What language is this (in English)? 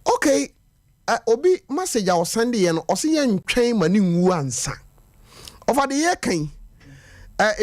Akan